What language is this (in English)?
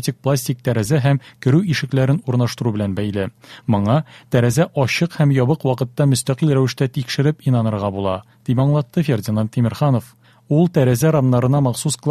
Tatar